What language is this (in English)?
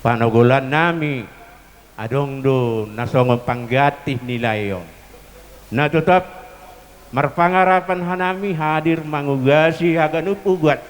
Batak Simalungun